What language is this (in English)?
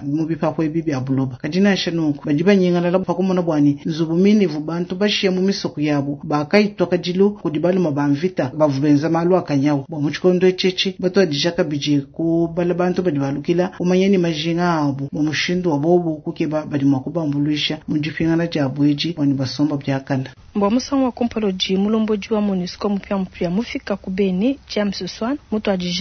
Luba-Lulua